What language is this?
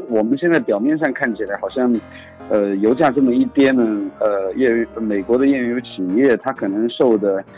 Chinese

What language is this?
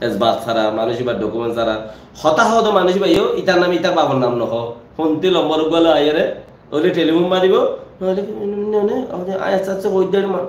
Rohingya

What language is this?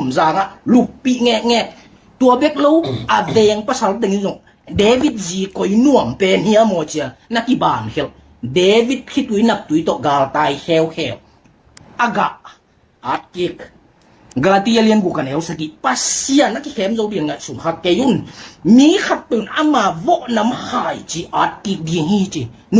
Tedim Chin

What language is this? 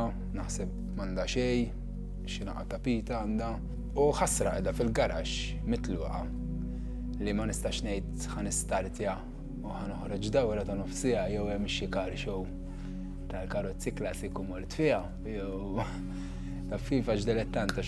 Maltese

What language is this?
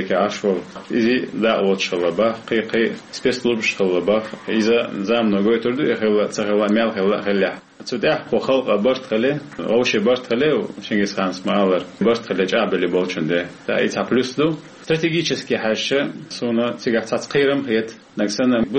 Chechen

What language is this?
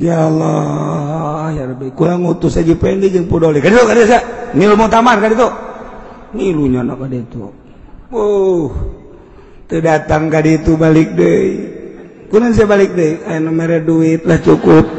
Sundanese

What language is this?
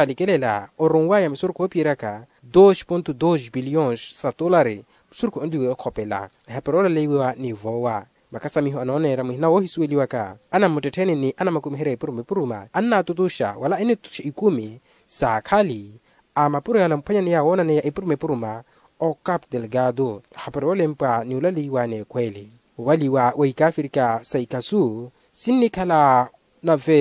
Makhuwa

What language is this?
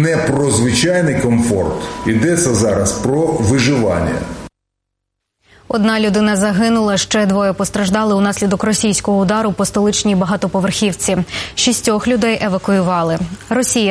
Ukrainian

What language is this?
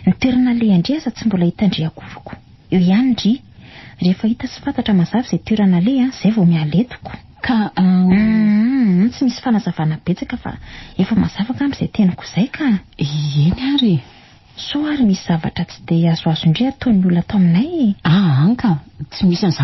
Malagasy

